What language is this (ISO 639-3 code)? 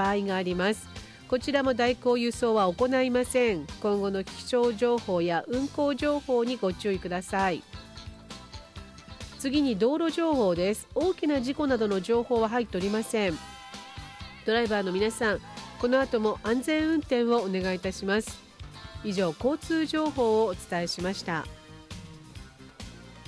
jpn